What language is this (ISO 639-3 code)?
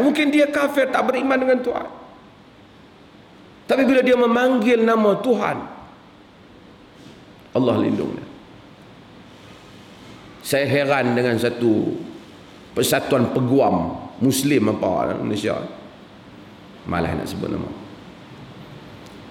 msa